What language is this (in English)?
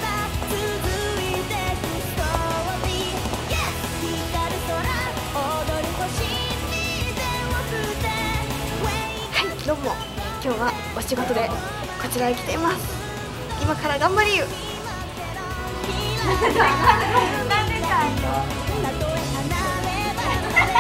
Japanese